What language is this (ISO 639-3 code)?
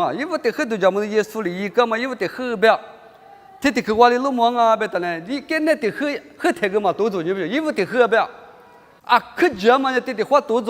lis